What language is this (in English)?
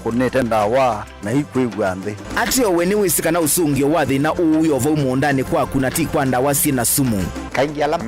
Kamba